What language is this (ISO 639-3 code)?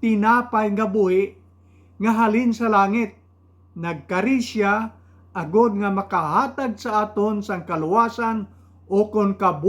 hil